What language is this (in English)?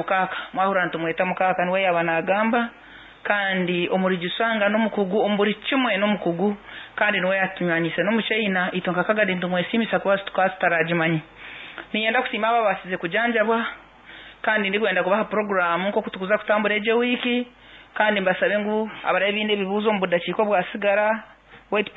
Nyankole